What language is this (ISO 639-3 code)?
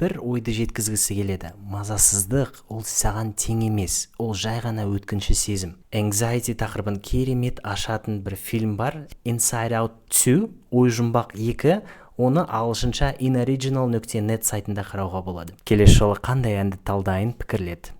kaz